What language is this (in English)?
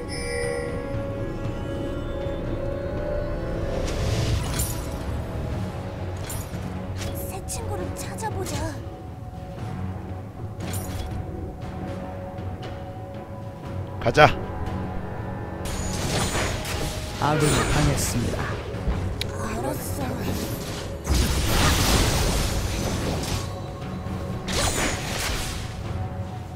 Korean